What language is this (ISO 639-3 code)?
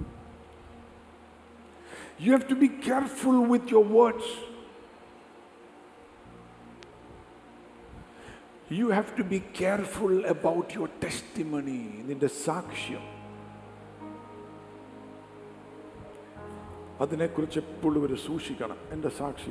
mal